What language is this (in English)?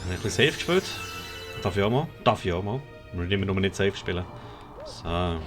Swiss German